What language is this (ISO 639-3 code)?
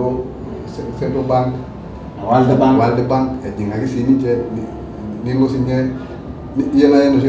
mas